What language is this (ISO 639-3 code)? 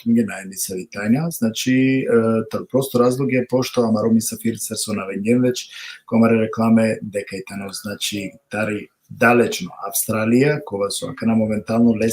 rmn